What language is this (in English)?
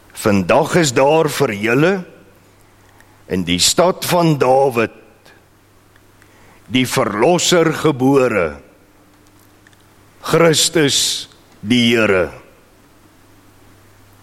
Afrikaans